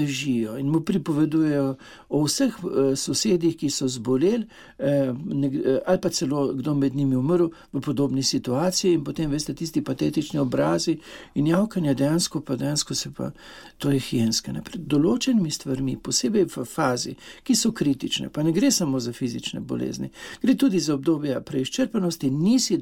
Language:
Slovenian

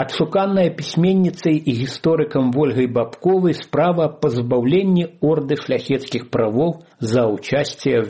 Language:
Belarusian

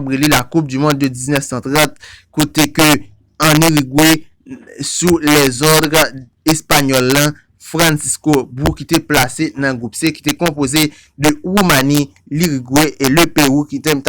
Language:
Haitian Creole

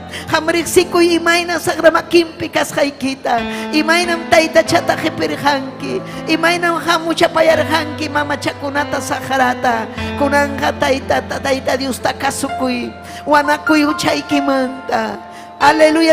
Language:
Ayacucho Quechua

